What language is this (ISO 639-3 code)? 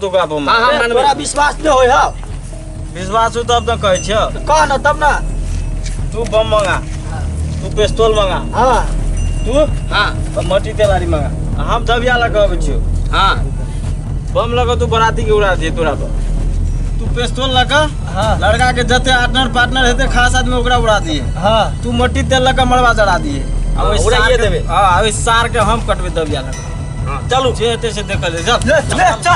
mai